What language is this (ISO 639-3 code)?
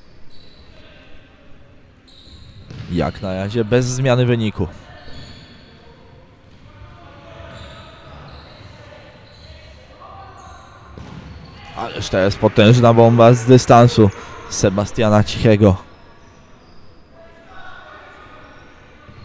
pol